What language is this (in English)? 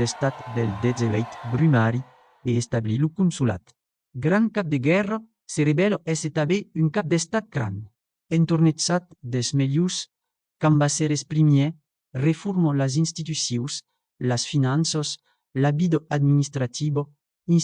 Occitan